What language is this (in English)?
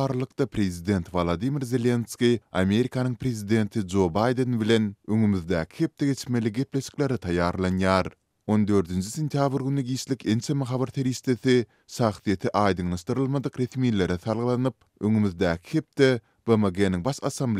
Turkmen